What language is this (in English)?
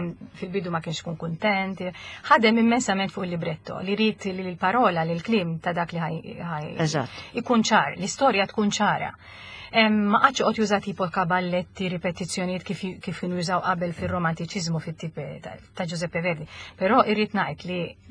Maltese